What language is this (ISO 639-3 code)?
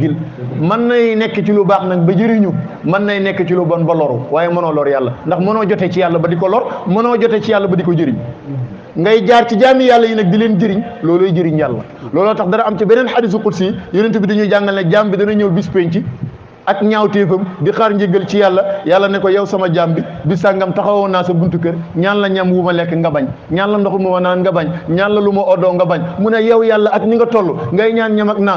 wol